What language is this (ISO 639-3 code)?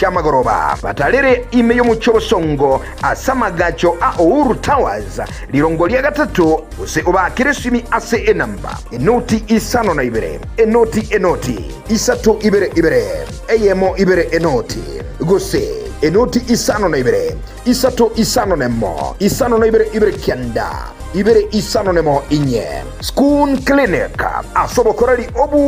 guz